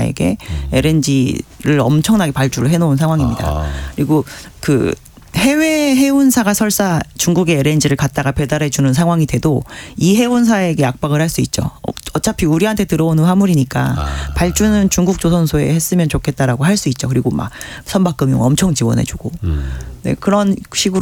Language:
Korean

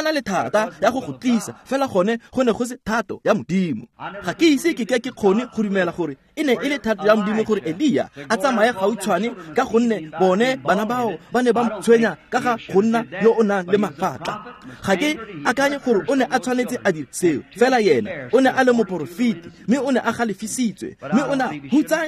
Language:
Tswana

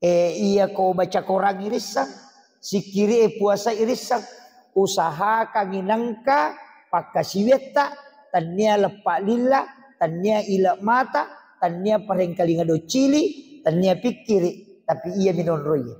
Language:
Buginese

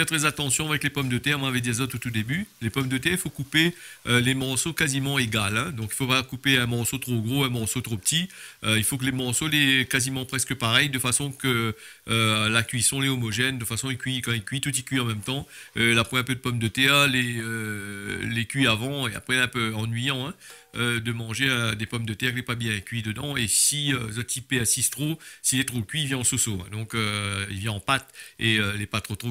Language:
Réunion Creole French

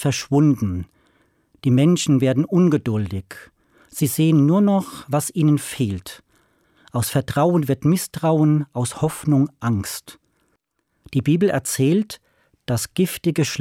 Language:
German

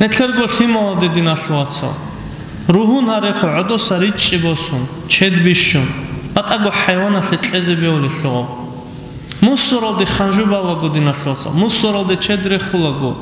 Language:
Avaric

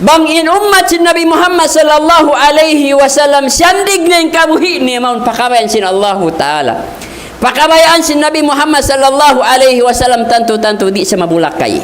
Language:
Tausug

